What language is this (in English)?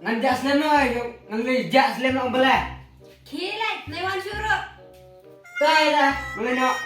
Khasi